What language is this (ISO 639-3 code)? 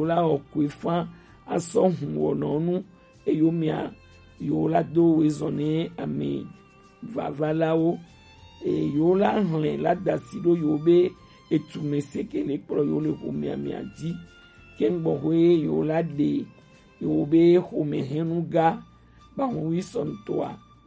gej